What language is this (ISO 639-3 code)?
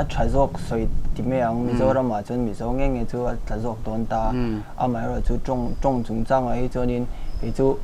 lus